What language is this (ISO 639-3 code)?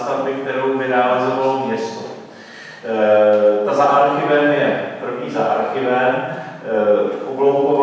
ces